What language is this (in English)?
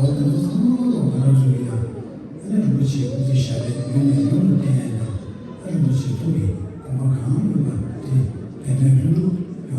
Tibetan